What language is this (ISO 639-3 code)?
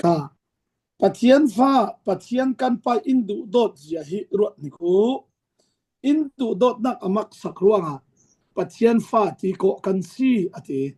cfm